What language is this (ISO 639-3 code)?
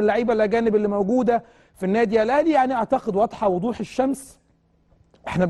arz